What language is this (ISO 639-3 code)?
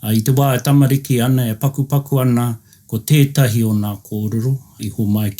mri